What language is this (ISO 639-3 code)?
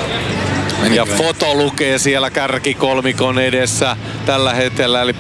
fin